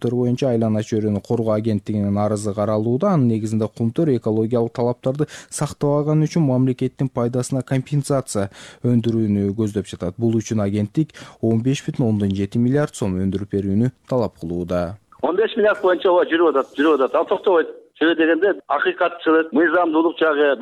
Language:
Kyrgyz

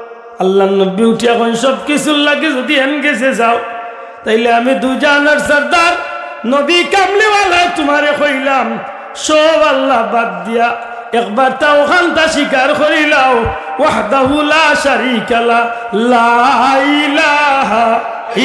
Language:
Sylheti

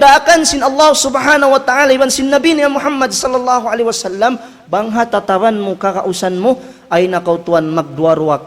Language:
Tausug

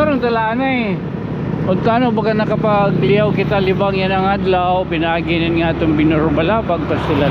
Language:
Waray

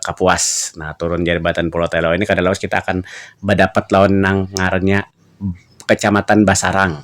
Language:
Banjar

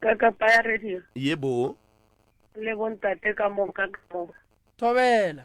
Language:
Northern Sotho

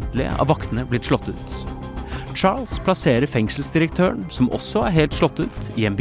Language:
Norwegian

